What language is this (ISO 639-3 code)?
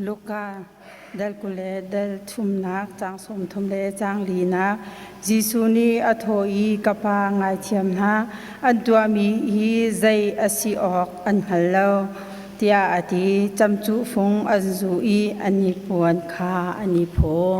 cnh